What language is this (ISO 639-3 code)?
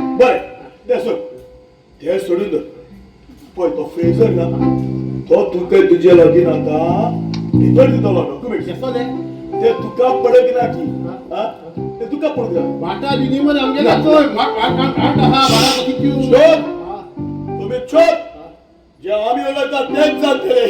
kok